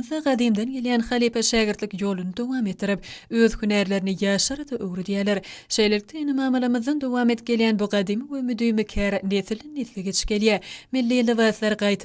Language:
Turkmen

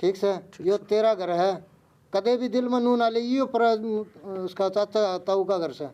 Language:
Haryanvi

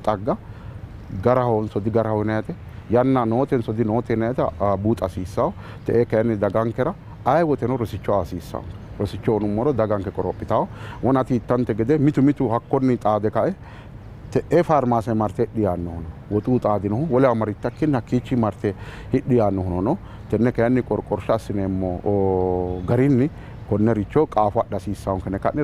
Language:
Sidamo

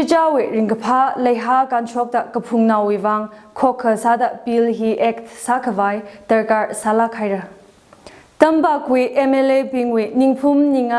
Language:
Tangkhul Naga (India)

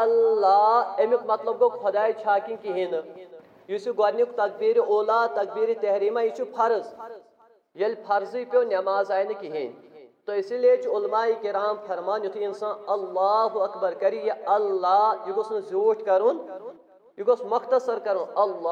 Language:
Kashmiri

